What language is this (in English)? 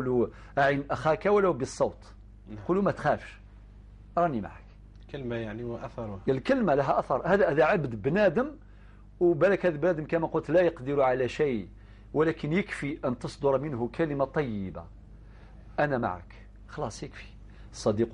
Algerian Arabic